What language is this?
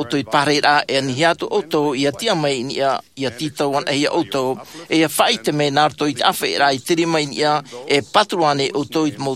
Tahitian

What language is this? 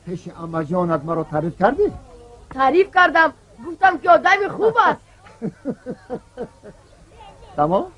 Tajik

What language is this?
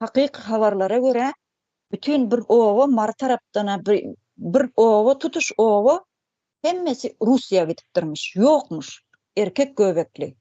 Turkmen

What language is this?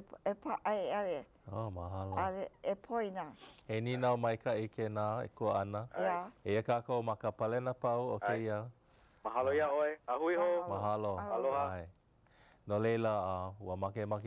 Hawaiian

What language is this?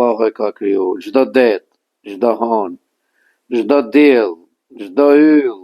Albanian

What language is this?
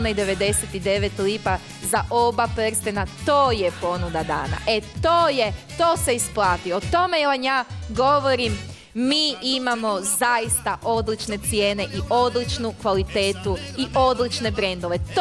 Croatian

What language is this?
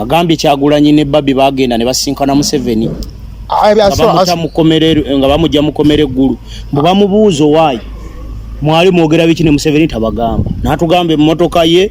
Ganda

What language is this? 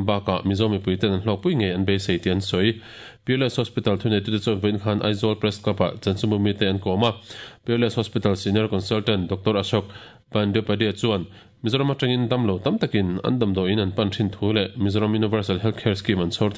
Mizo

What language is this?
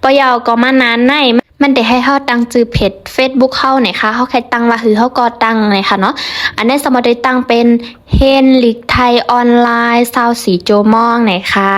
Shan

